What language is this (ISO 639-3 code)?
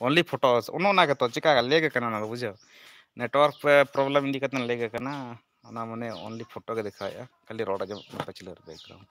sat